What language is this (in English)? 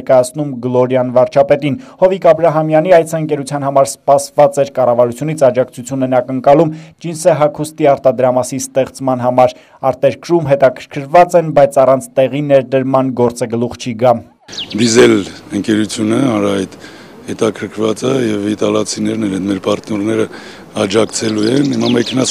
Armenian